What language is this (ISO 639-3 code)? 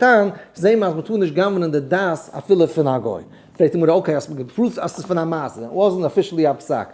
yid